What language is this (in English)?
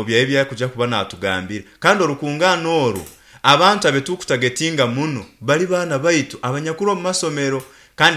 Nyankole